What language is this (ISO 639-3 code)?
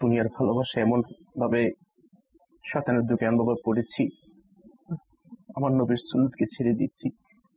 ben